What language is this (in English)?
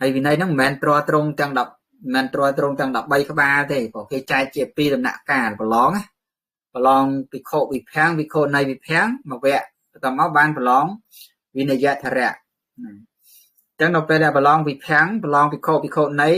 Khmer